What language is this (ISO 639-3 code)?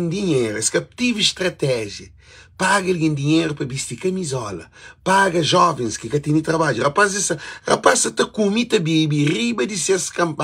kea